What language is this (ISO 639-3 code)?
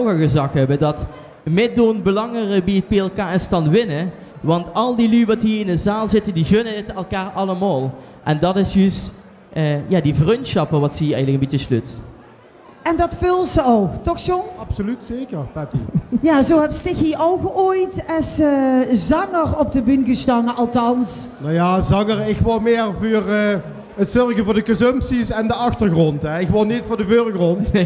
lim